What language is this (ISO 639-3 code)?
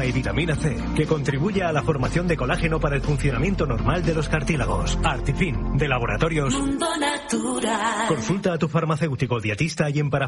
spa